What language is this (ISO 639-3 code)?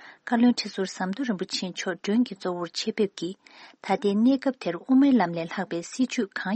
bod